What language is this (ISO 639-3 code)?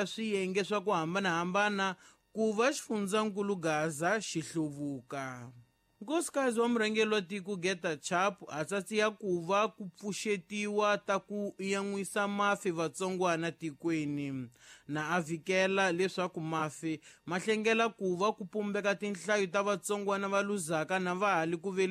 tso